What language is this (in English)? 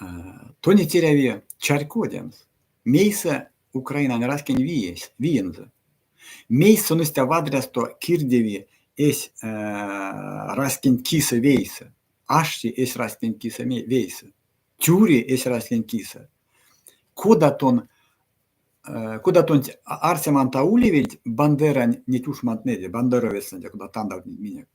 Erzya